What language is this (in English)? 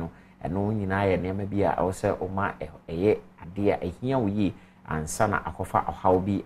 Akan